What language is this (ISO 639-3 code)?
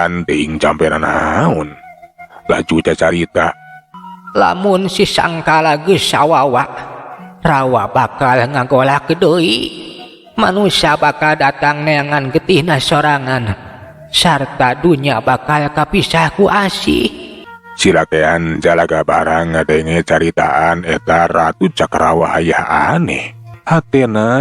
sun